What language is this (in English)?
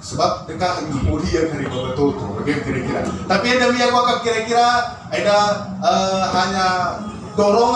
Batak Karo